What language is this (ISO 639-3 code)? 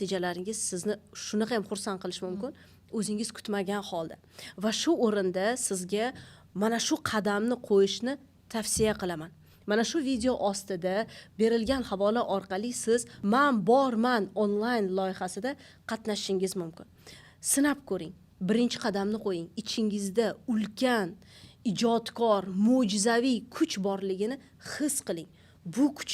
uzb